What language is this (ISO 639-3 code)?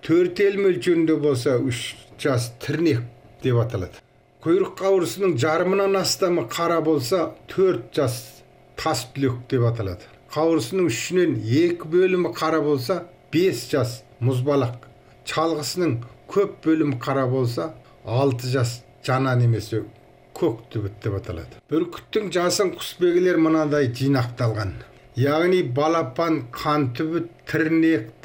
kaz